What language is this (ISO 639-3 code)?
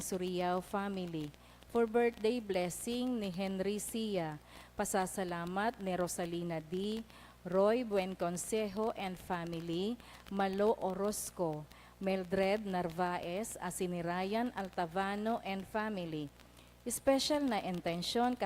bik